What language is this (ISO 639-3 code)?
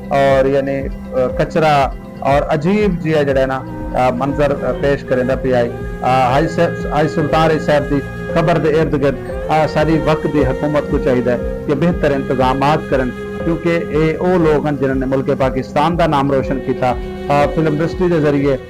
skr